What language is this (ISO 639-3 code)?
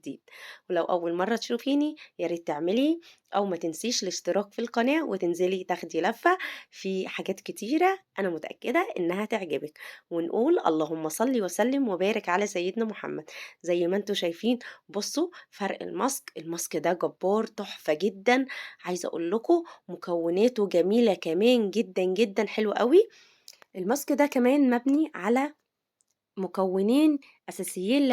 arz